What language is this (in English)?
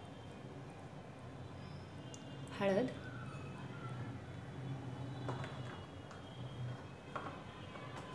Marathi